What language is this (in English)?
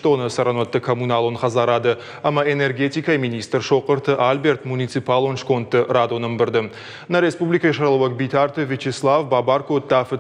Ossetic